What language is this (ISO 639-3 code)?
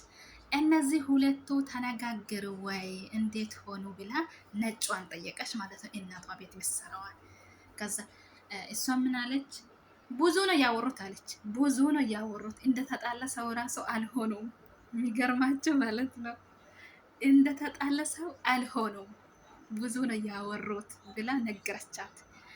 amh